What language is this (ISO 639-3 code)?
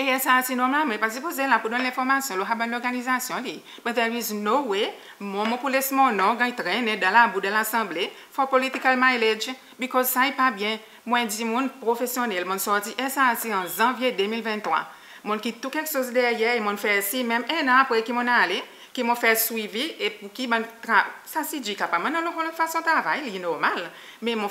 crs